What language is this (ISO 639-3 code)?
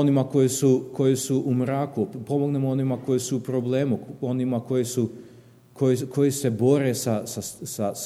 srp